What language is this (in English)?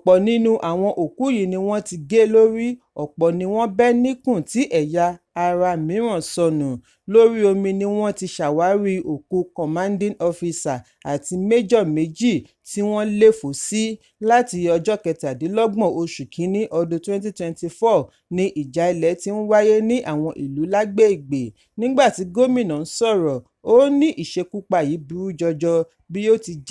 Yoruba